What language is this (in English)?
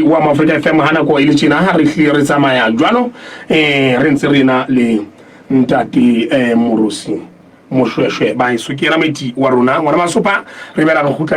Southern Sotho